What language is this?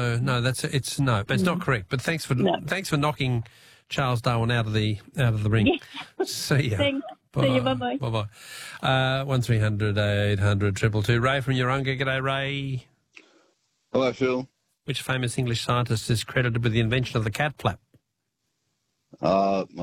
English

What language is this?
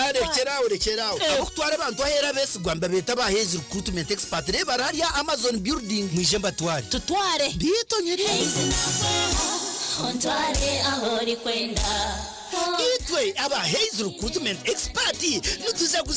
Nyankole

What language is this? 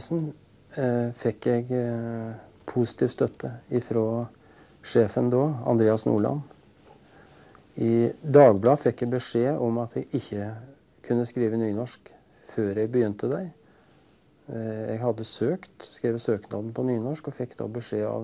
Norwegian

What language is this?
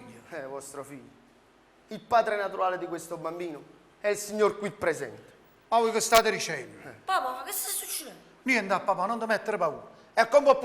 Neapolitan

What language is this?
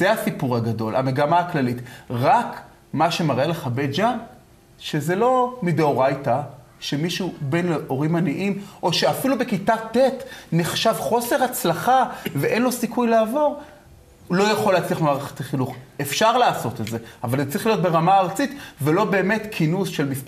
Hebrew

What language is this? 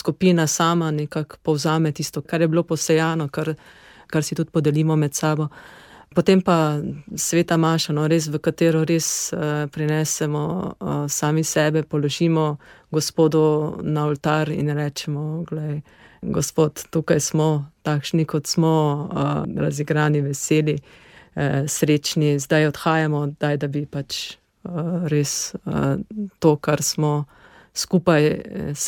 Slovenian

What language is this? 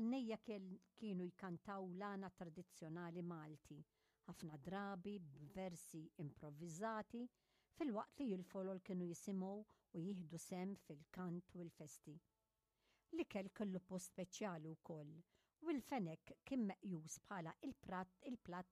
Maltese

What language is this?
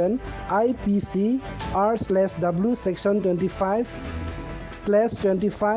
Karbi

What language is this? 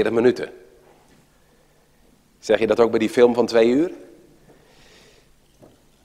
Dutch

